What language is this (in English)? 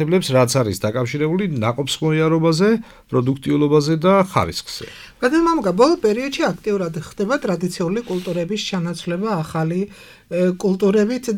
Georgian